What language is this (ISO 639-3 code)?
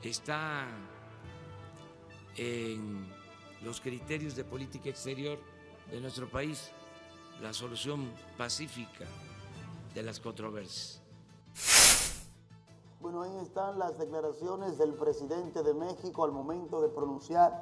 spa